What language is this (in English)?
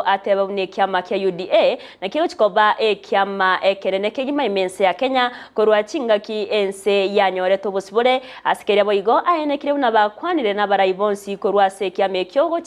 Gusii